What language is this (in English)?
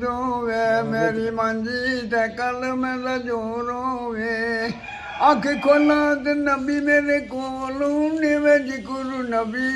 Pahari-Potwari